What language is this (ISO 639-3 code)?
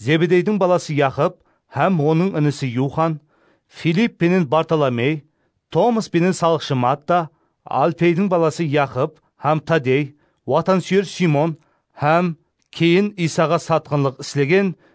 kaa